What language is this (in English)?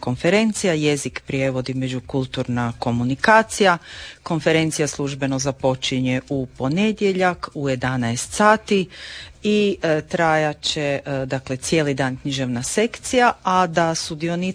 Croatian